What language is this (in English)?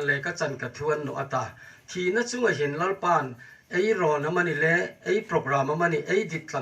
Hmar